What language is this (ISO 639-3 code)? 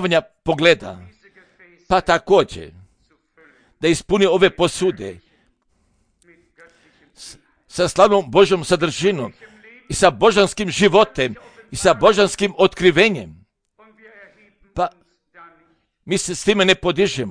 hrv